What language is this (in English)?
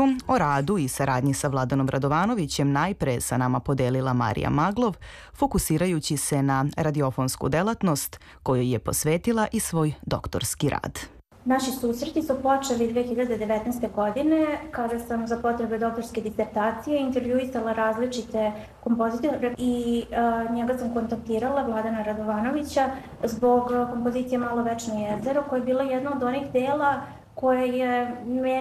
Serbian